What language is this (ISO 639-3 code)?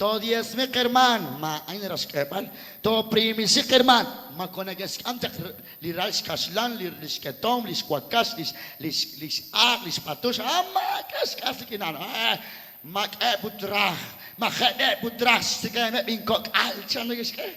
kek